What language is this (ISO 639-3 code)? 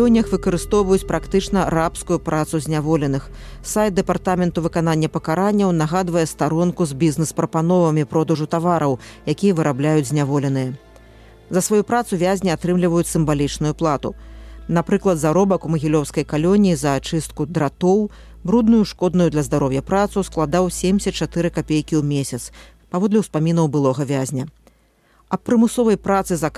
bel